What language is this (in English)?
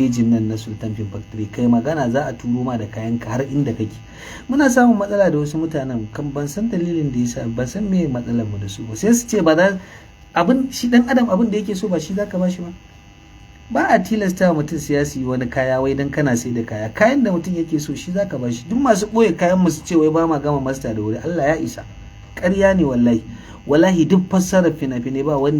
Hausa